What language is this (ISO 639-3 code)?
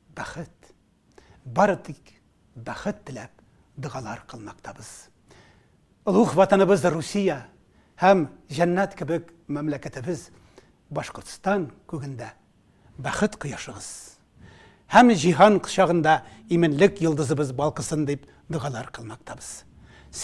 tat